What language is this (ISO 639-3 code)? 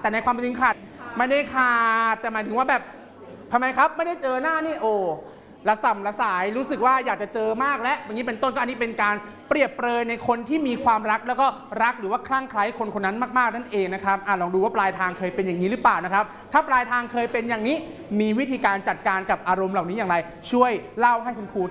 tha